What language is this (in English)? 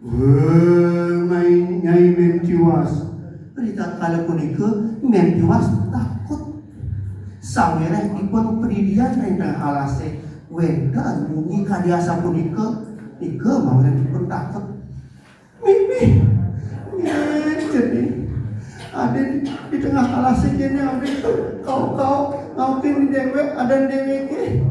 Balinese